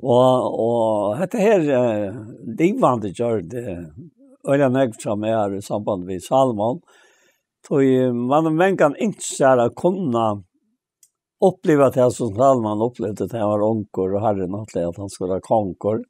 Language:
Faroese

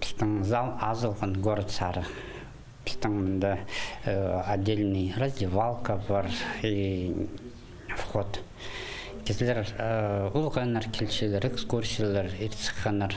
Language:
Khakas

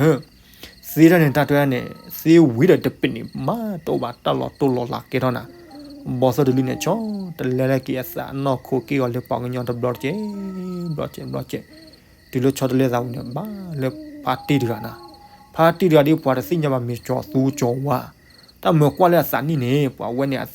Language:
S'gaw Karen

